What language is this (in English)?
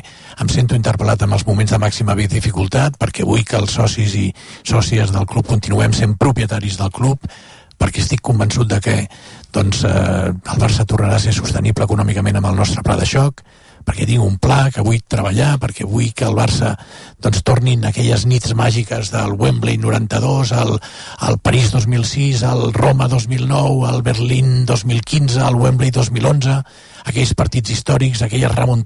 Catalan